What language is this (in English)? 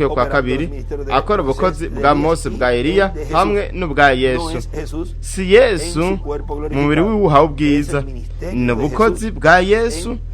Rundi